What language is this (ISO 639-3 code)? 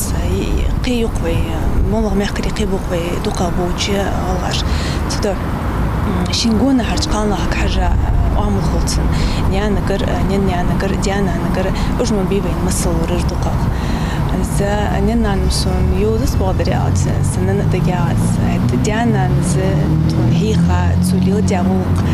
inh